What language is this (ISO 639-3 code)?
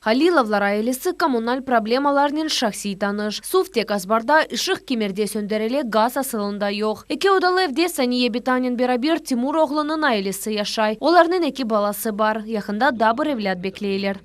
crh